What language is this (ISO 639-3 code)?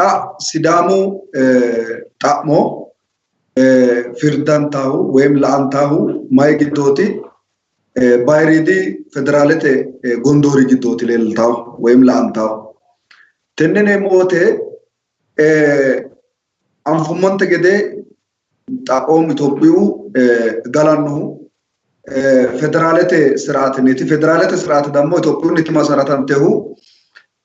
sid